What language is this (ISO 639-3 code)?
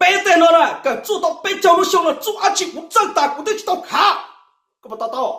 hmn